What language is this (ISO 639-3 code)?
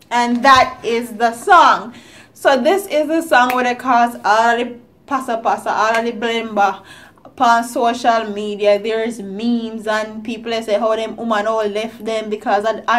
jam